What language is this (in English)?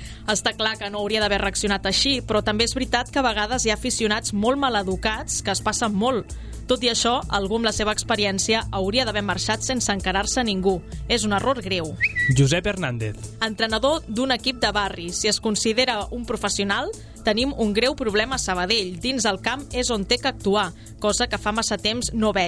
Catalan